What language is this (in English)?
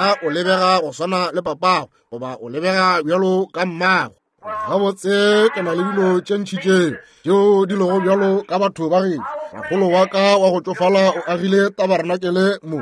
Northern Sotho